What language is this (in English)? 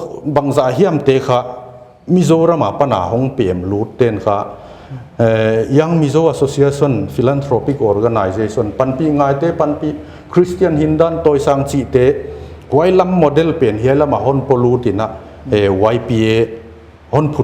Paite Chin